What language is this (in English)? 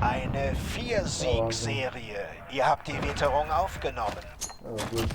Bavarian